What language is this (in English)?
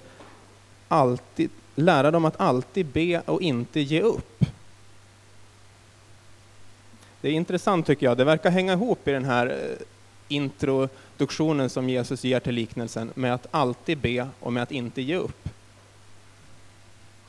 Swedish